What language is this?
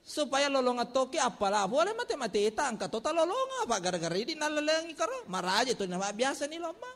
Buginese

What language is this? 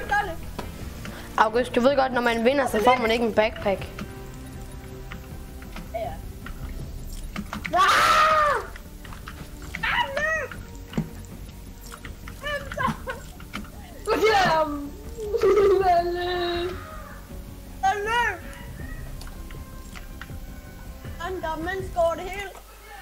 Danish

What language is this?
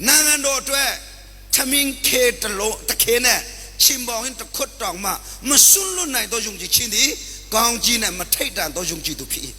Hakha Chin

